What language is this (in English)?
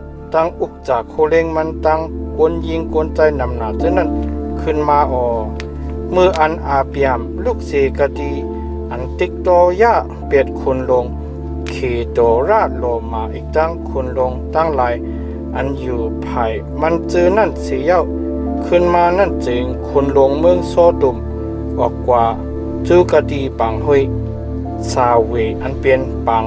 Shan